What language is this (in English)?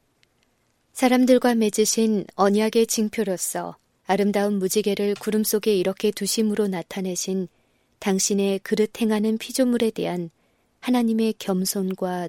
Korean